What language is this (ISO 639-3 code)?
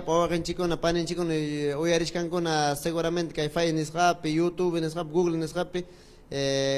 quy